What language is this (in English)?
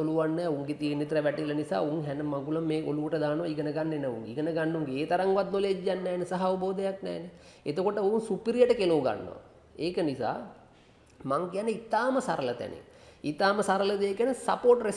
Sinhala